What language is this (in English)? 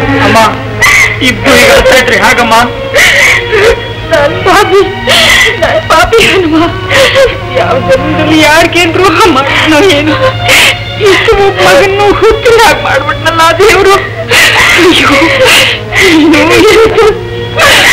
Kannada